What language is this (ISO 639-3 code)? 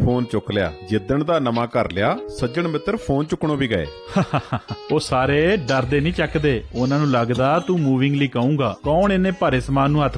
pan